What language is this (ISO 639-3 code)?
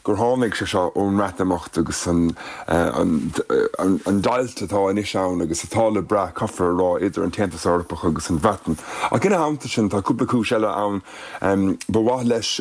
gle